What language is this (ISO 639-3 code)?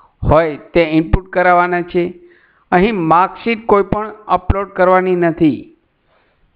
guj